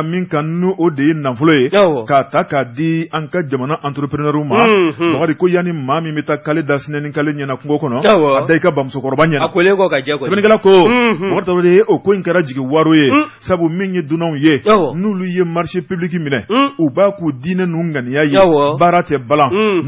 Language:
Bambara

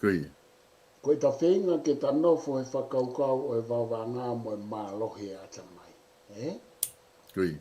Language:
Tongan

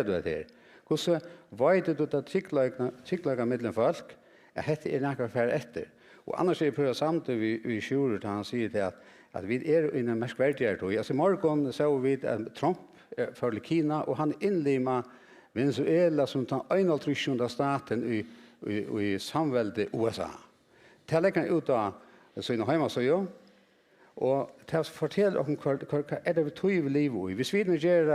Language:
Faroese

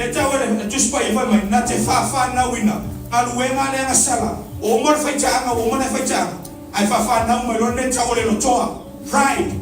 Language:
Samoan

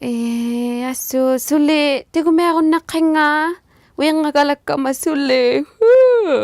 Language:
Inuktitut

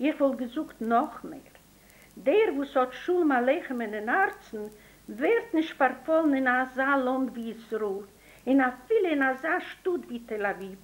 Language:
Yiddish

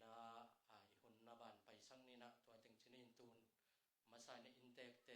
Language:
Tedim Chin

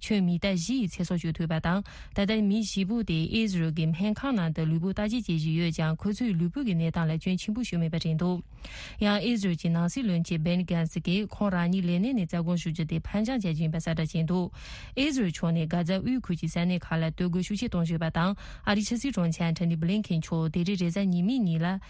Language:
Tibetan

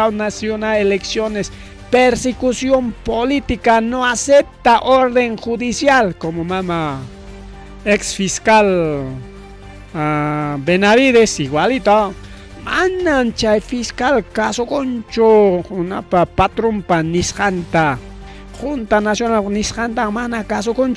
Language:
Ayacucho Quechua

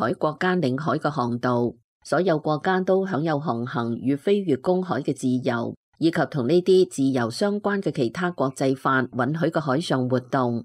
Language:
Cantonese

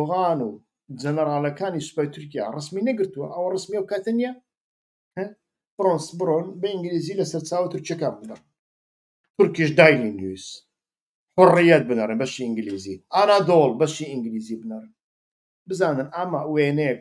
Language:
Central Kurdish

